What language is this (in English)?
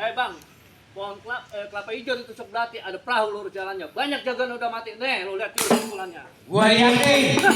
Betawi